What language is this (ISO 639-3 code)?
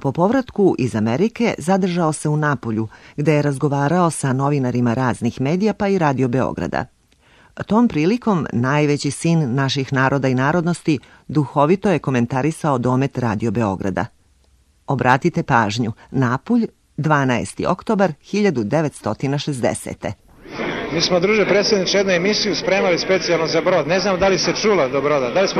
srp